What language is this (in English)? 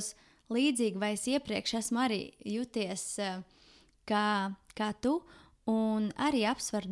Latvian